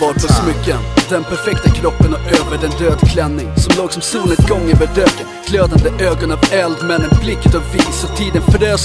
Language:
Swedish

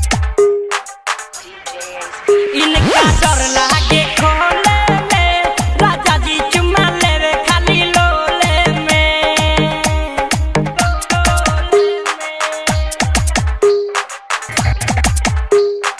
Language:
Bhojpuri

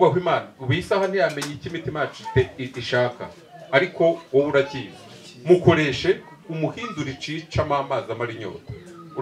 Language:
Kinyarwanda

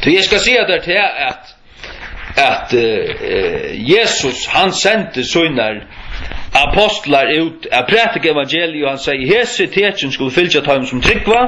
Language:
Faroese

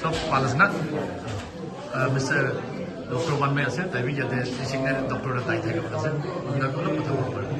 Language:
Naga Pidgin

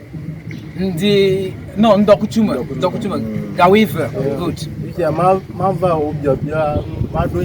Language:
Ewe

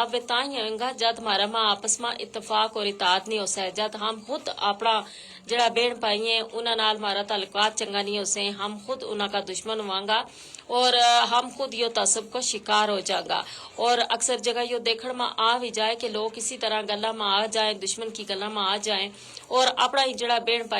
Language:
Gujari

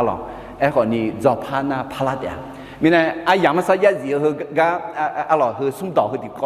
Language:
Akha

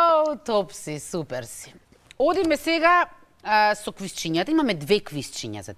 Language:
Macedonian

